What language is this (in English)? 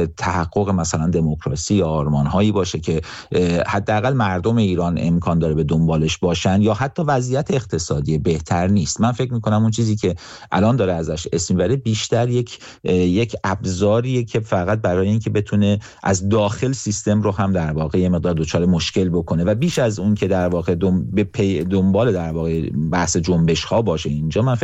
Persian